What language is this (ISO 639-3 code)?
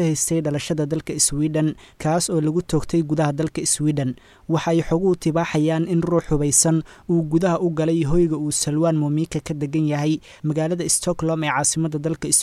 som